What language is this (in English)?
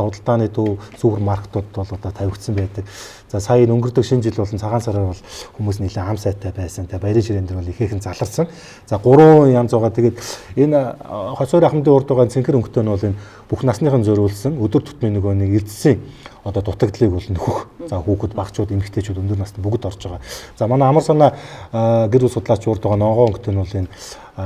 Mongolian